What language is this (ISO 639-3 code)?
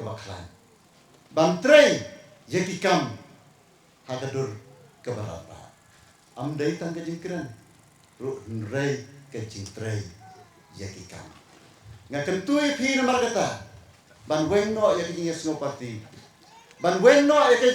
kha